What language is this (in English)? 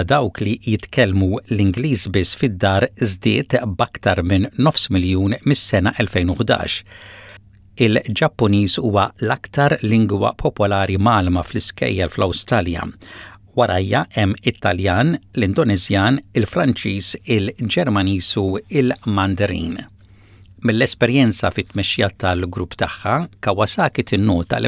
Maltese